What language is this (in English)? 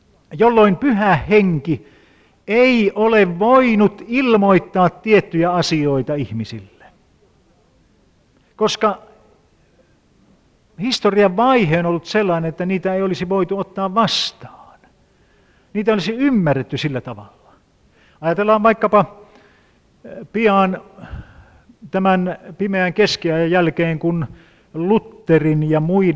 Finnish